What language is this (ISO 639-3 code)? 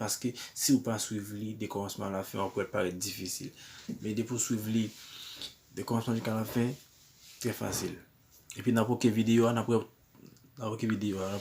hat